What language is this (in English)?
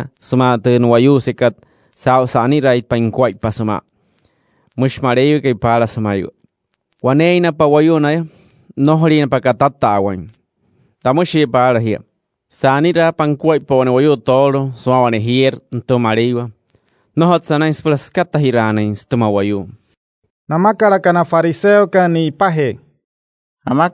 Wayuu